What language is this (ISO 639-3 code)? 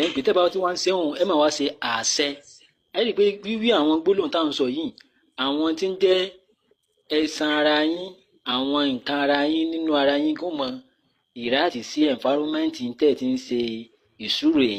yor